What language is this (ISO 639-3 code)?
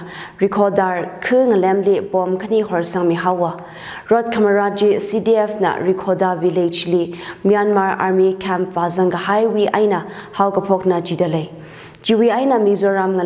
nmf